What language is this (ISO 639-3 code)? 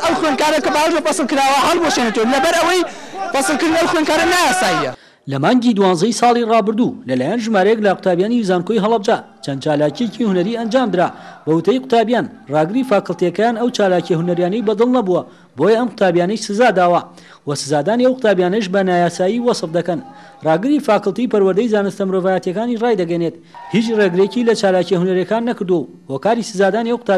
ckb